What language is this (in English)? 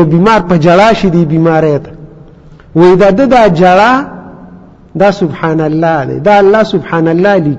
Pashto